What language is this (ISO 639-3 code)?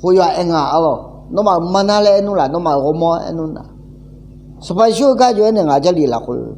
ahk